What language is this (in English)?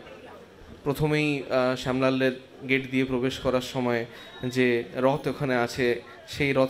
Bangla